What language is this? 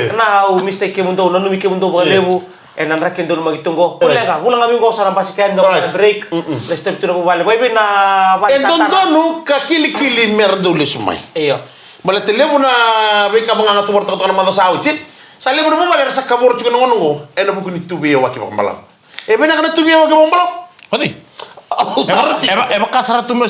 Fijian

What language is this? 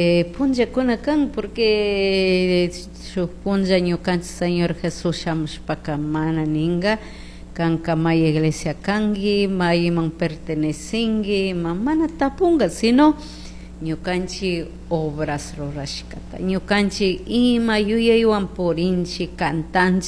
Chimborazo Highland Quichua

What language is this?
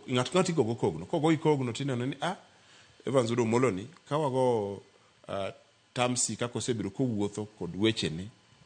Luo (Kenya and Tanzania)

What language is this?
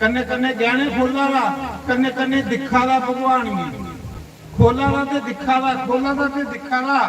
Dogri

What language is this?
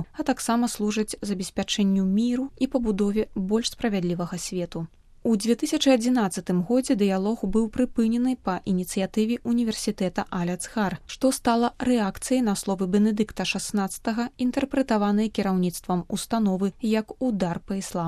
Belarusian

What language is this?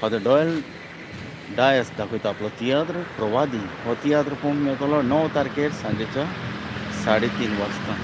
Konkani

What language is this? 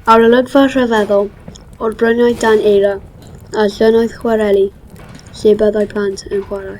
Welsh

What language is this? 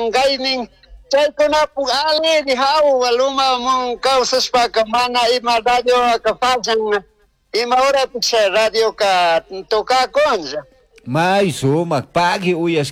Chimborazo Highland Quichua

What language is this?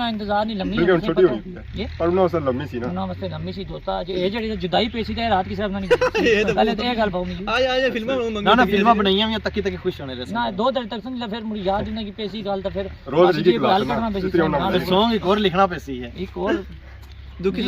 Pahari-Potwari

